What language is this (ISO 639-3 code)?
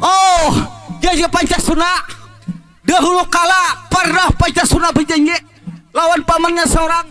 bjn